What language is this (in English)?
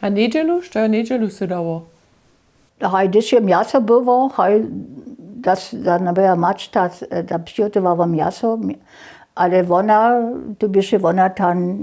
Upper Sorbian